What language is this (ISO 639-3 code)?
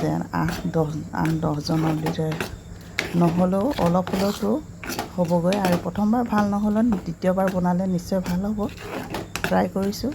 asm